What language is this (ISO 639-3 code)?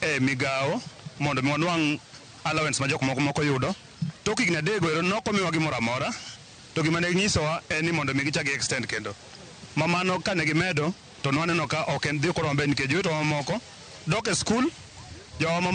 luo